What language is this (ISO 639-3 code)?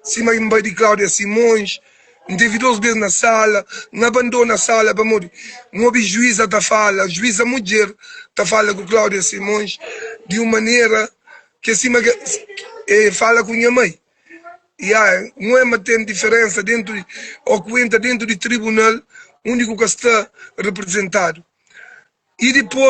kea